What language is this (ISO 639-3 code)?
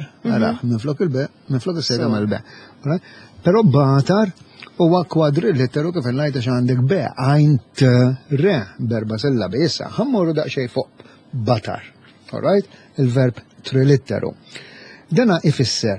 mlt